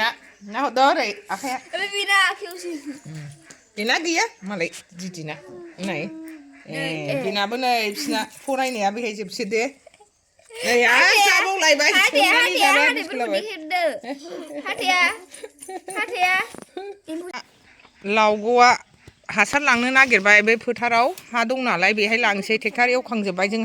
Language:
Bodo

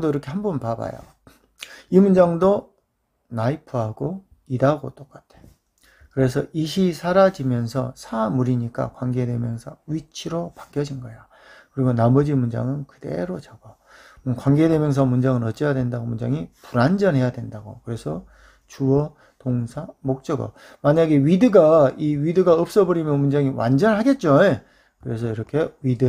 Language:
Korean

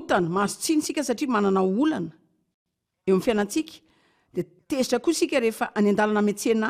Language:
Malagasy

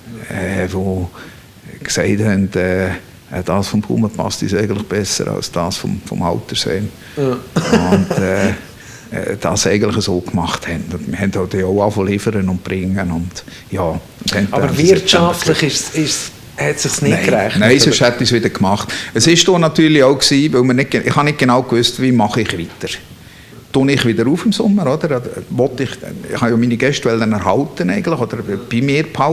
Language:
Swiss German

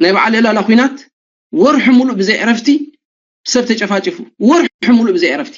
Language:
Tigrinya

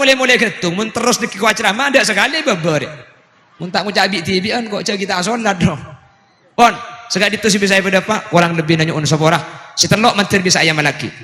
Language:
Madurese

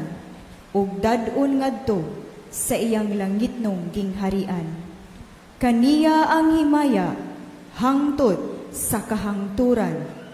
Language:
Cebuano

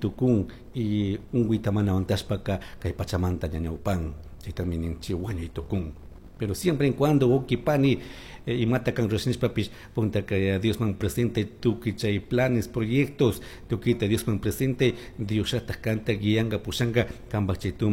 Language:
Chimborazo Highland Quichua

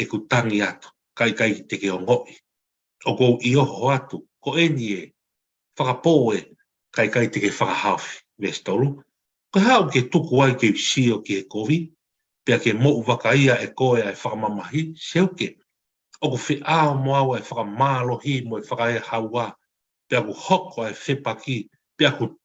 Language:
Tongan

